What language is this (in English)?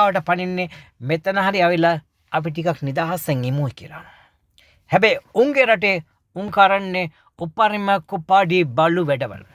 Sinhala